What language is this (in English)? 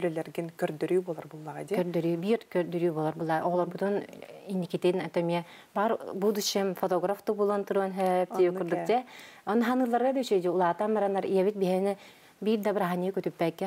Yakut